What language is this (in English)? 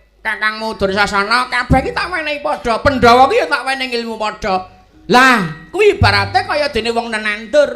Javanese